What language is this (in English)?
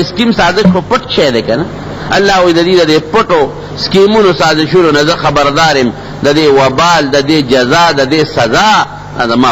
Pashto